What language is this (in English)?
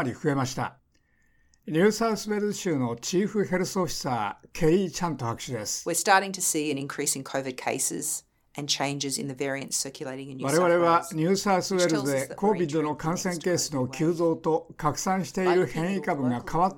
Japanese